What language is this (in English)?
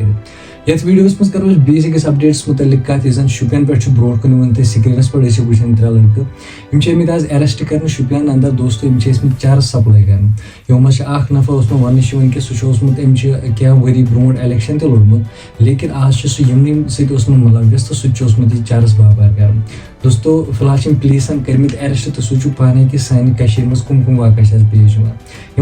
Kashmiri